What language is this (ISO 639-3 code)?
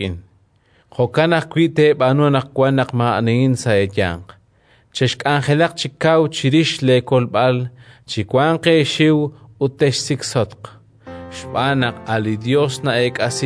kek